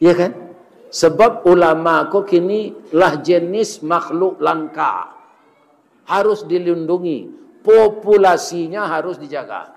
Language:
Minangkabau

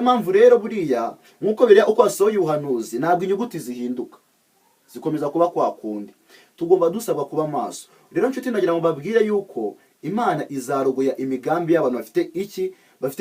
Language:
Kinyarwanda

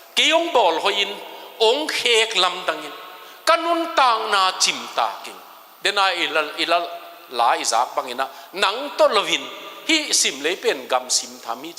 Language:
Tedim Chin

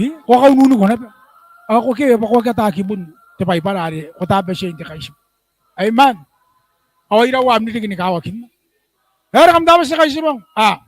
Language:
Gilbertese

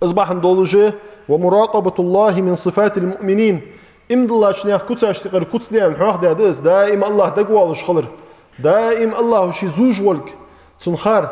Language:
Ingush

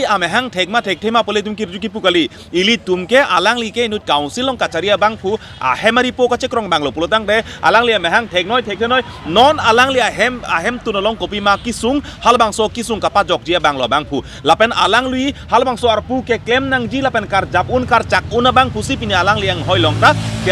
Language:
Karbi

